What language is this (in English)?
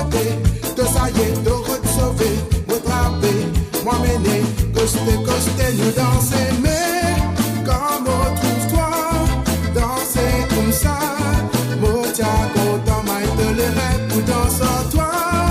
Morisyen